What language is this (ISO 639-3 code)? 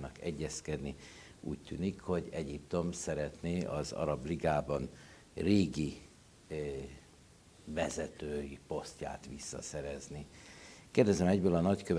hun